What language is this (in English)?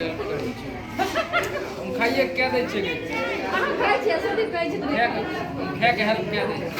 Maithili